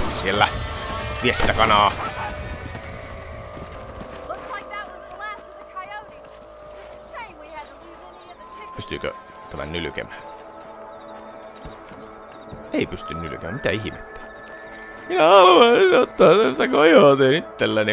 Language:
Finnish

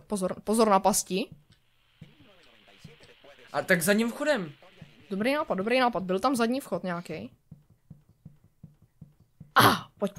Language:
Czech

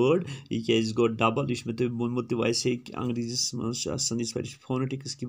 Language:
Kashmiri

